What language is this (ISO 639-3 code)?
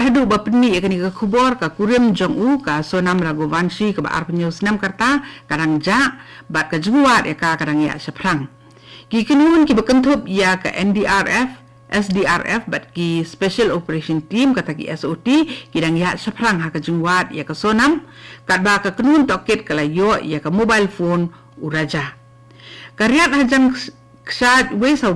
kha